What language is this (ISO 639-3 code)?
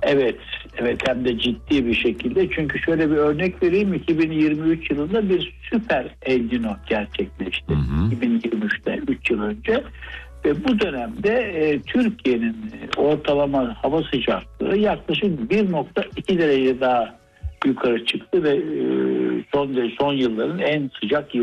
tur